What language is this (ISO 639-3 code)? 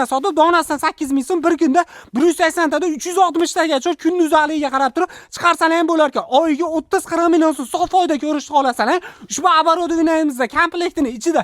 uzb